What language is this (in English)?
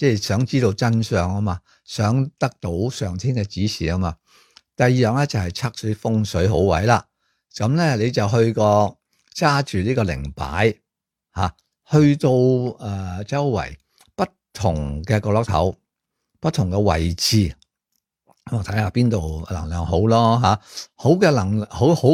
Cantonese